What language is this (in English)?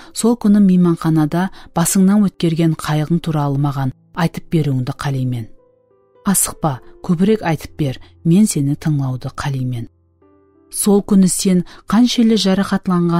Kara-Kalpak